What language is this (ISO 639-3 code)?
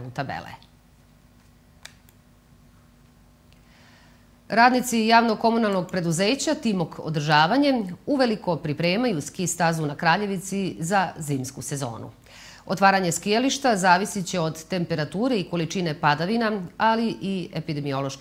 srp